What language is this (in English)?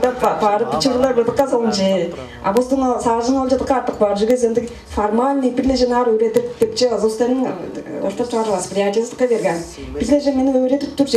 Tuvinian